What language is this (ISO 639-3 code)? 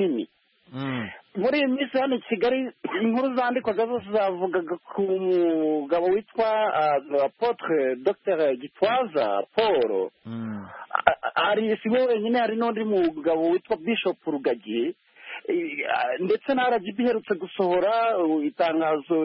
kin